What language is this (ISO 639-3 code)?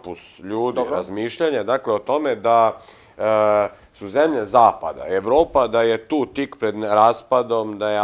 srp